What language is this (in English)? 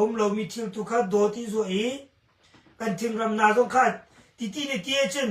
Hakha Chin